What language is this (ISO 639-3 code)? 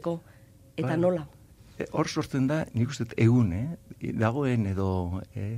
eus